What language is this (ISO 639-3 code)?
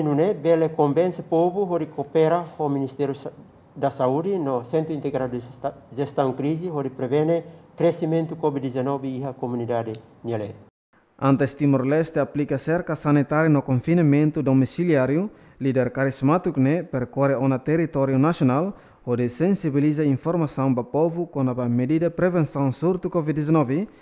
tet